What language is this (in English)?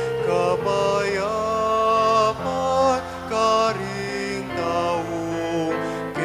Pampanga